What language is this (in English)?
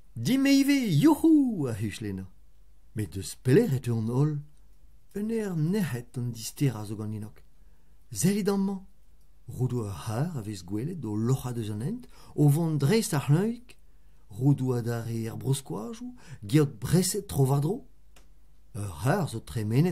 Breton